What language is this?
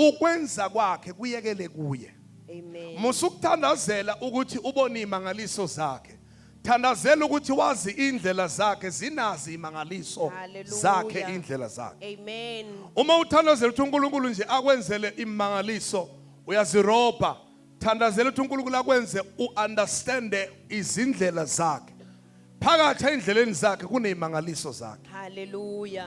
Zulu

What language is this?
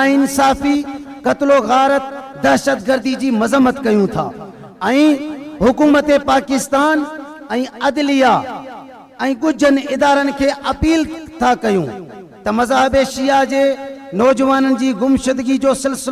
Sindhi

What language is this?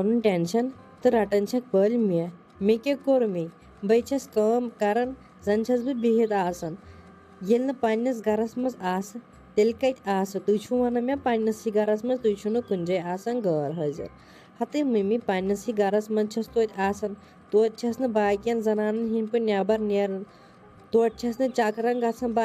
Kashmiri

